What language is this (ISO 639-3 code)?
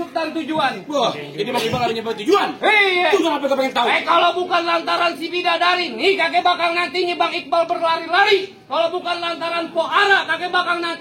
bew